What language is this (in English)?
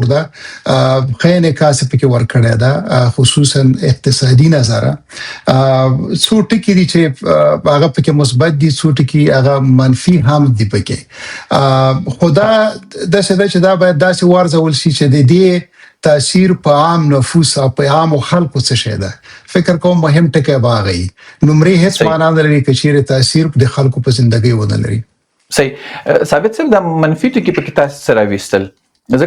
Pashto